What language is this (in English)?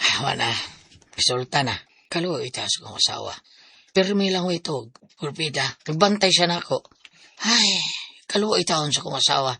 Cebuano